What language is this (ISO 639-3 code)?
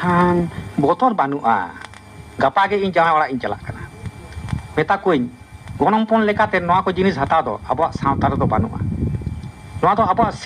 sat